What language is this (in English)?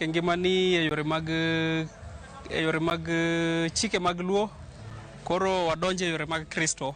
Luo (Kenya and Tanzania)